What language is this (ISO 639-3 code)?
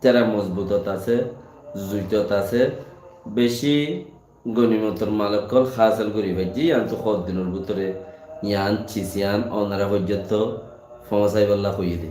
rhg